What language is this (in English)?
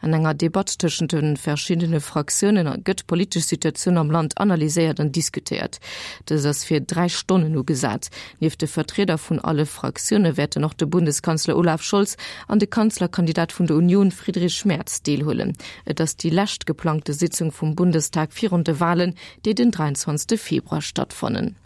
Luxembourgish